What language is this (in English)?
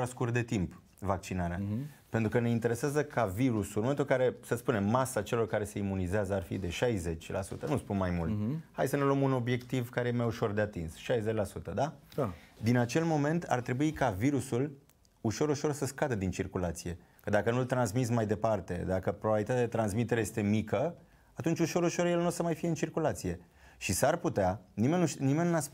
Romanian